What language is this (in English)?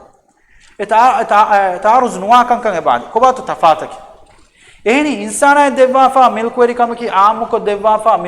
Divehi